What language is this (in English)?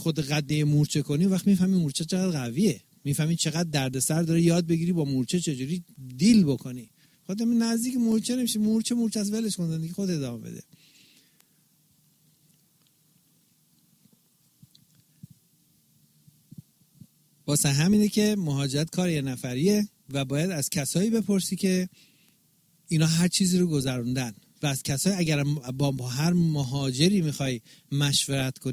Persian